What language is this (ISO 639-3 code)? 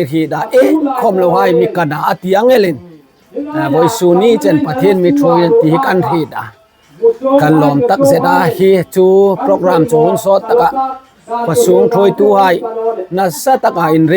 hmr